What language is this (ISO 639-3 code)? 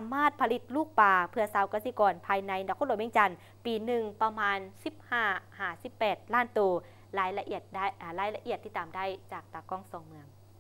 lao